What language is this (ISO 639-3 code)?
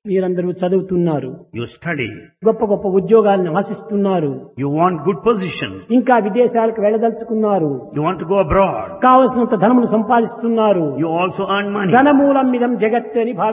tel